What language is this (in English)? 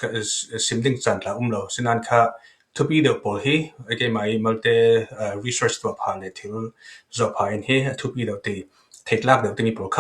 Falam Chin